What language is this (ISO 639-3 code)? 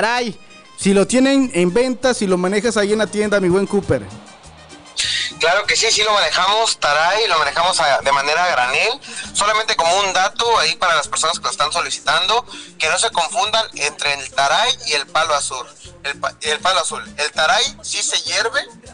spa